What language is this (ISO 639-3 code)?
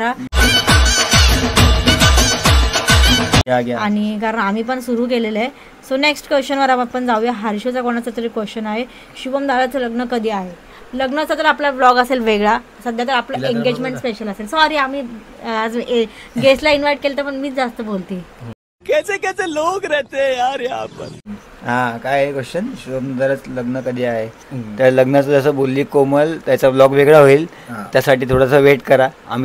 mar